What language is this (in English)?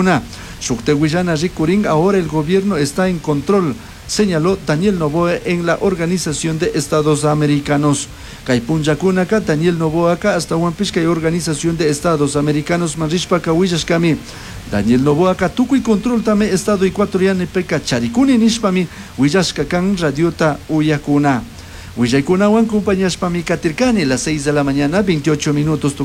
Chimborazo Highland Quichua